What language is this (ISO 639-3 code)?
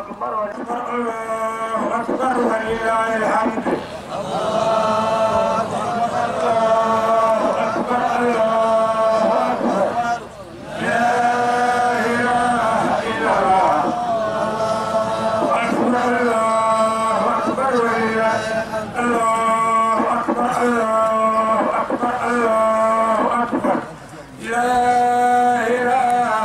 ara